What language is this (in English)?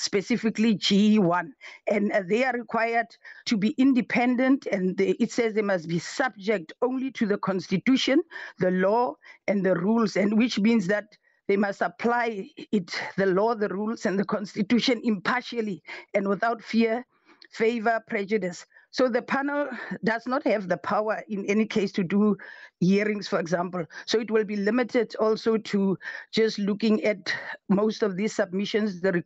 English